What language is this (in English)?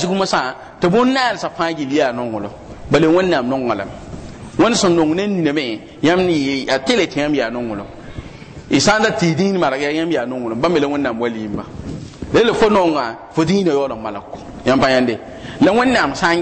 Mossi